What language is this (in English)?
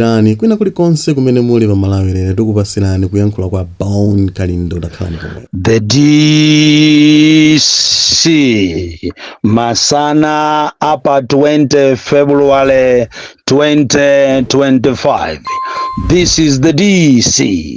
Nyanja